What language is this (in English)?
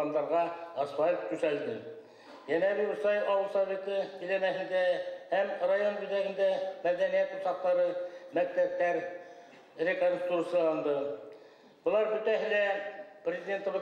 Bashkir